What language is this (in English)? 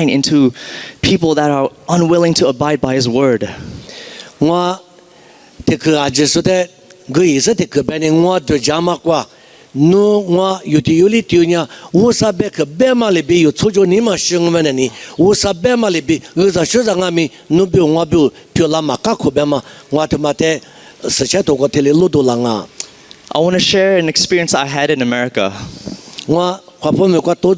Lisu